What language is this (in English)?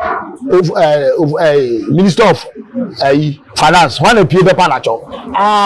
Akan